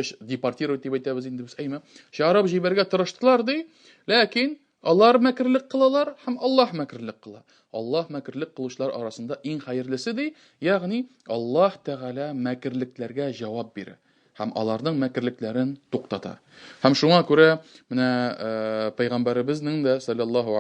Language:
Tatar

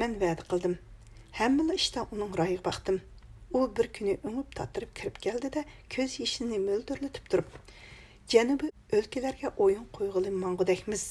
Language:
Uyghur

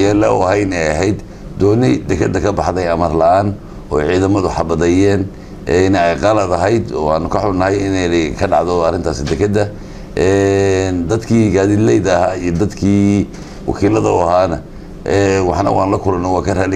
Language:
Somali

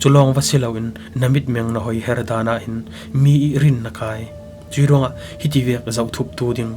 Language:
Falam Chin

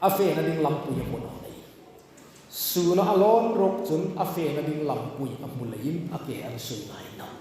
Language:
Hmar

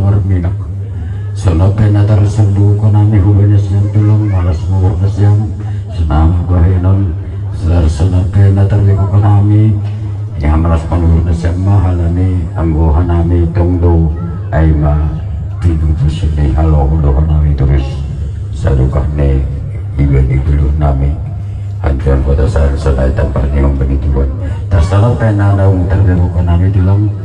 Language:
Batak Simalungun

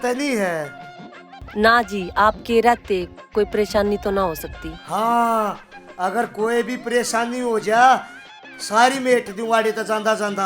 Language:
Haryanvi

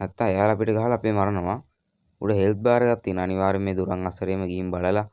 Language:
Sinhala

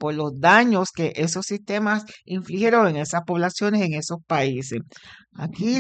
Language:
Spanish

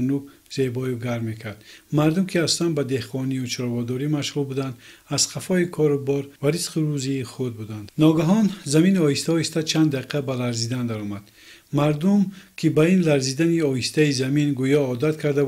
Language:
Tajik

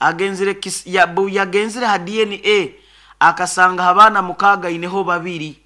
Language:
Nyoro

